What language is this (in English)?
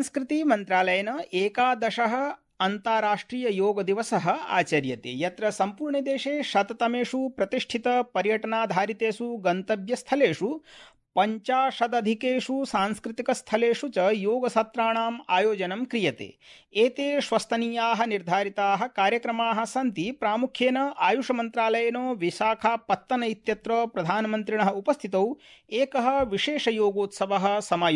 Sanskrit